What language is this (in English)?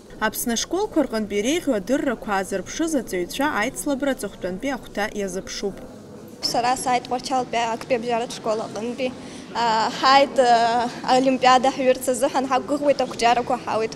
Abkhazian